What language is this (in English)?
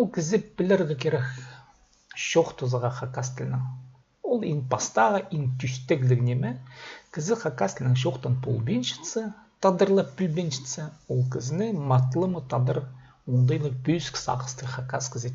Khakas